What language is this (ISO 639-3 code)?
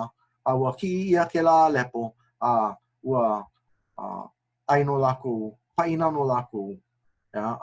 haw